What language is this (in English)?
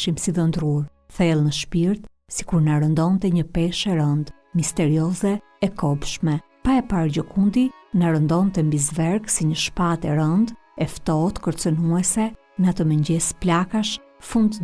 Albanian